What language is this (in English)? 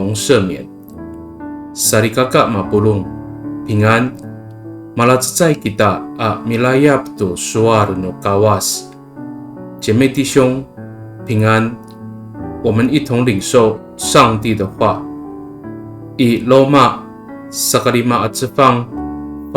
Amis